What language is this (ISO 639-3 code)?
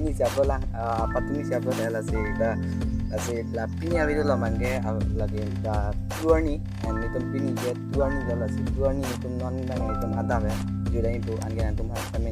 mjw